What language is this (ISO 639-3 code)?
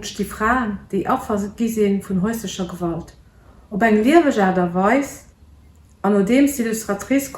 ltz